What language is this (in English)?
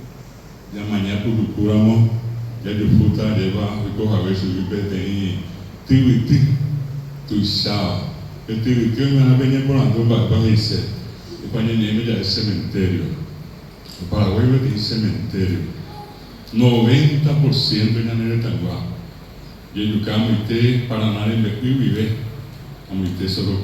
Guarani